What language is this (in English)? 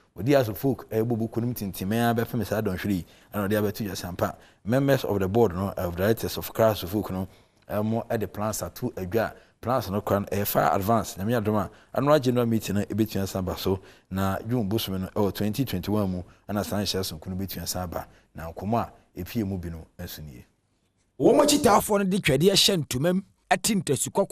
Akan